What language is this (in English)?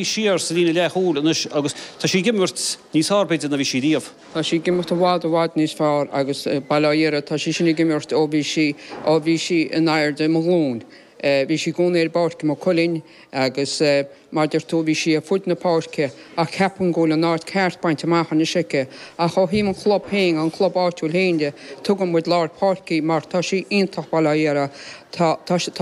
Irish